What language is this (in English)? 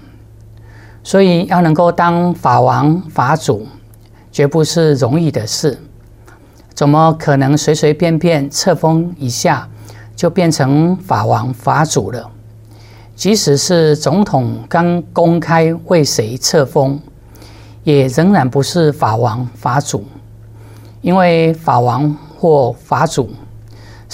Chinese